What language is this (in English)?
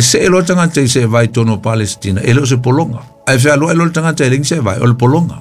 Samoan